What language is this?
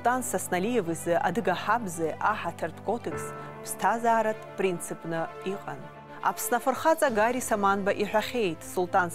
Abkhazian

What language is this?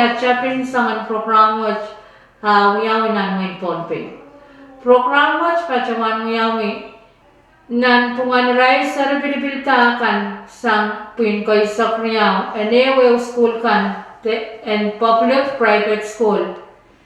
Pohnpeian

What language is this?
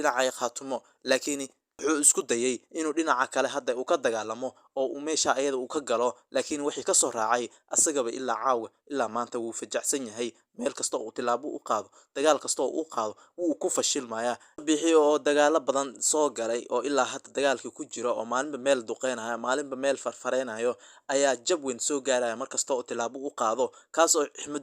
Somali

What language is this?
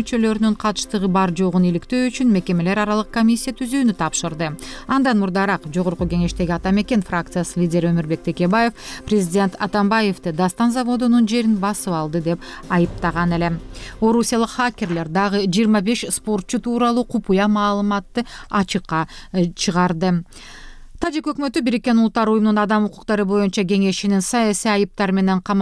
Kyrgyz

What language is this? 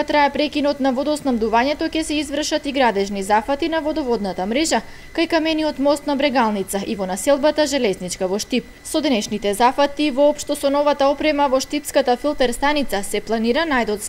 Macedonian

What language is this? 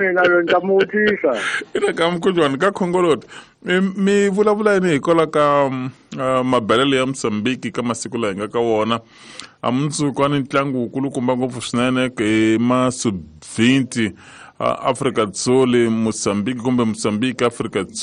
Tsonga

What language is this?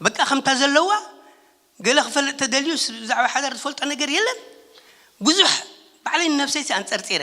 Tigrinya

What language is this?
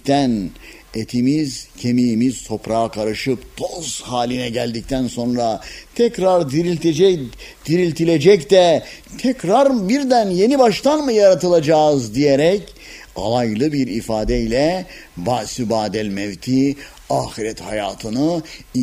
Turkish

